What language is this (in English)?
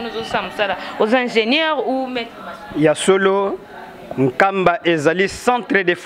Lingala